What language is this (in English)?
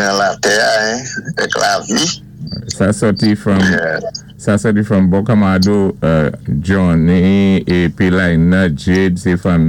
Saint Lucian Creole French